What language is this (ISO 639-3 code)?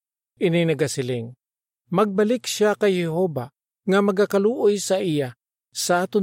hil